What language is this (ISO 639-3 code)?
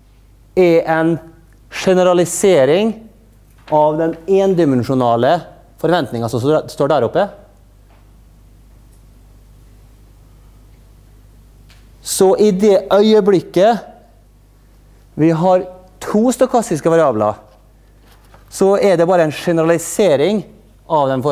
nor